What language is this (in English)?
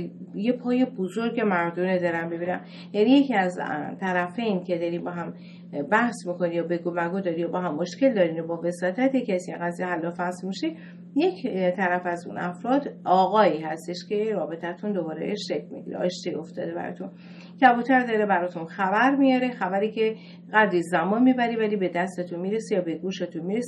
Persian